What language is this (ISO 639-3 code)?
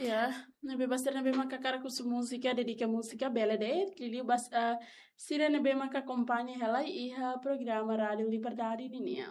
tet